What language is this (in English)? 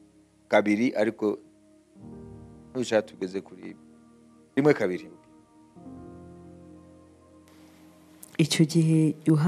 Kinyarwanda